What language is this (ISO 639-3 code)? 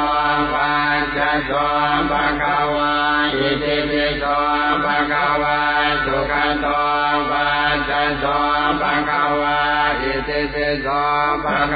pli